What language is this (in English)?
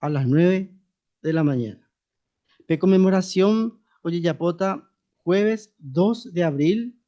Guarani